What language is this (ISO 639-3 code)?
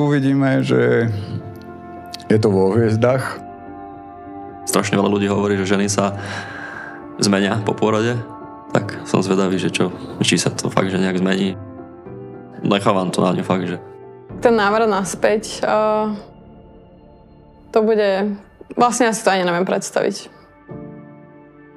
slk